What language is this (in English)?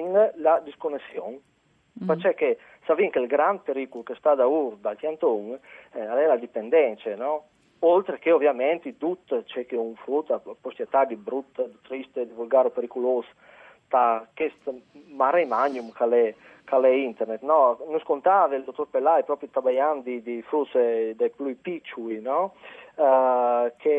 Friulian